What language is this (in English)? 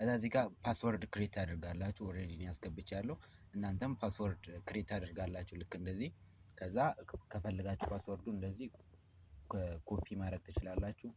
Amharic